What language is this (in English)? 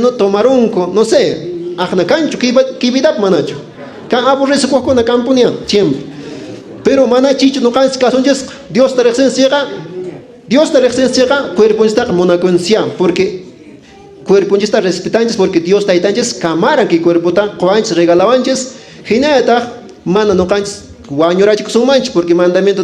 Quechua